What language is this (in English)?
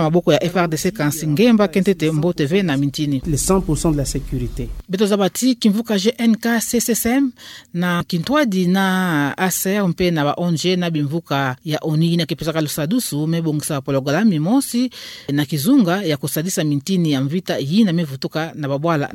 Kituba (Democratic Republic of Congo)